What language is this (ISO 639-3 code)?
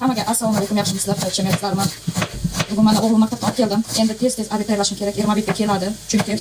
uzb